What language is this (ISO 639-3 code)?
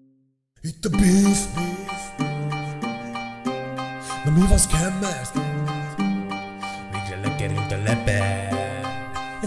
hun